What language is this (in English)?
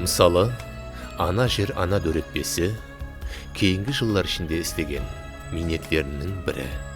Kara-Kalpak